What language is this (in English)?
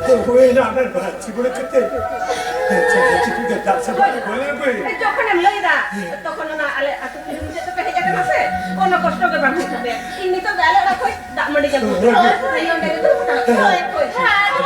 Santali